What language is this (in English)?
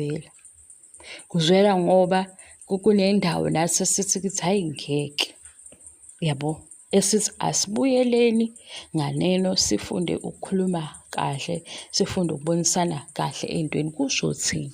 Zulu